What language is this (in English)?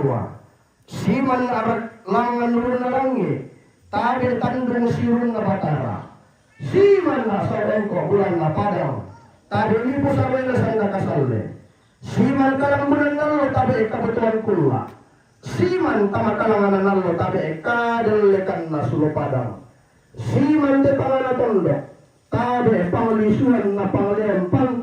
Toraja-Sa'dan